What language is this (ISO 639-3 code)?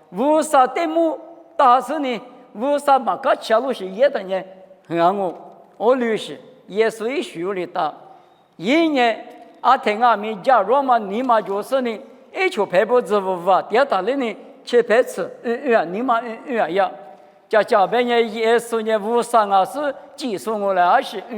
lis